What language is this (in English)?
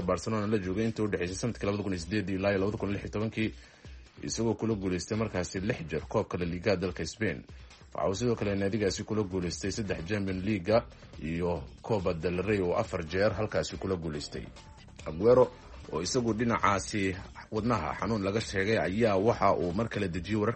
Somali